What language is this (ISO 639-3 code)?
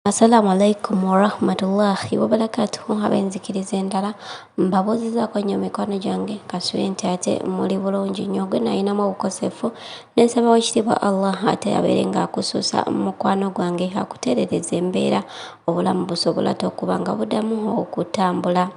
lug